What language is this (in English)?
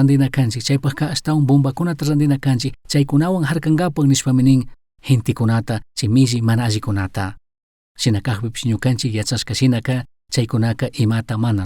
Chimborazo Highland Quichua